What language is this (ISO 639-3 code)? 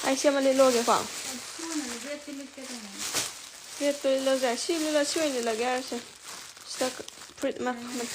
mni